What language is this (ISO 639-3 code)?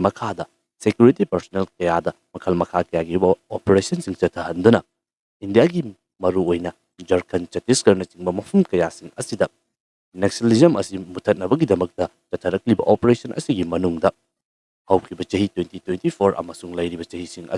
mni